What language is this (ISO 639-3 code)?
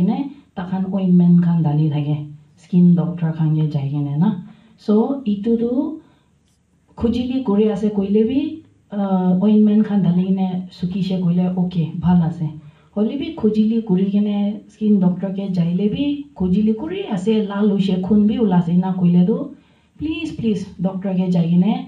nag